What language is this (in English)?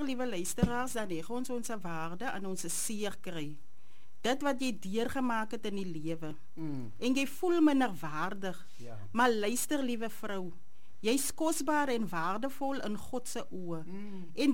Afrikaans